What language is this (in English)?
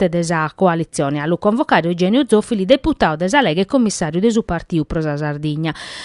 Sardinian